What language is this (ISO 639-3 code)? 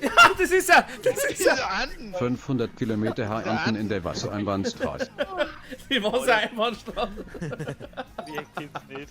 bar